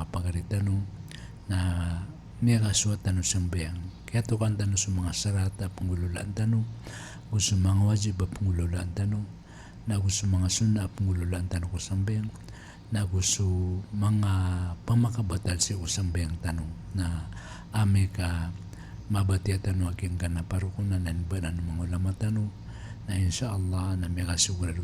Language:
Maranao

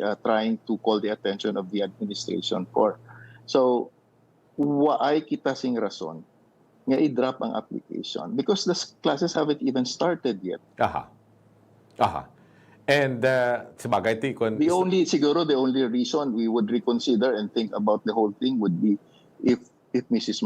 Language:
Hiligaynon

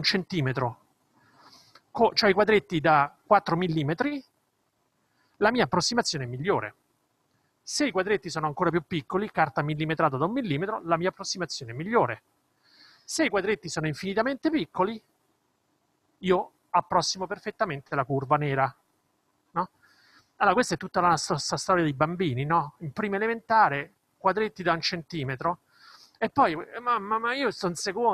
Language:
Italian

